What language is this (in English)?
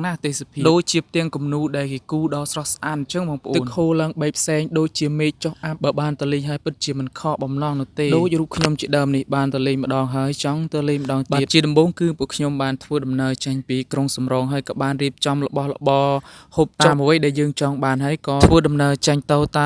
Khmer